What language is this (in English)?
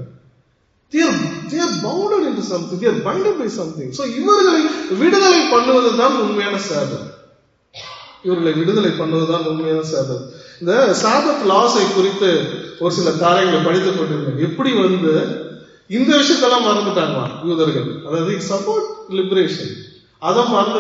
Tamil